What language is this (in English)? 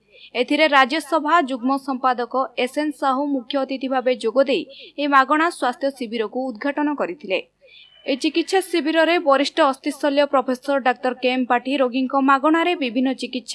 Odia